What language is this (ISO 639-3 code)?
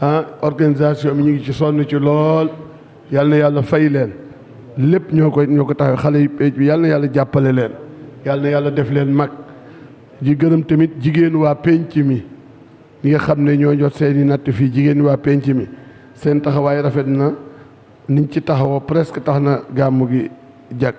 wol